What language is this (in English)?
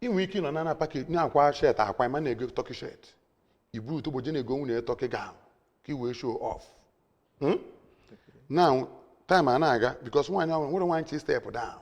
Igbo